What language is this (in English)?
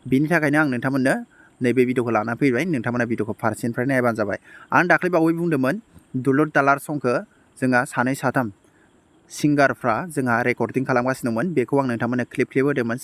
Bodo